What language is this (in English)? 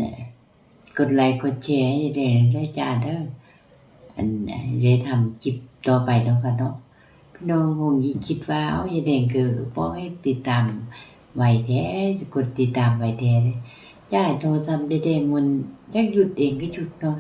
Northeastern Thai